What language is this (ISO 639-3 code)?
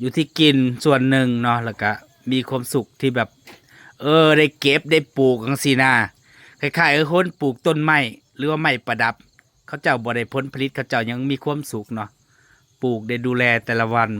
tts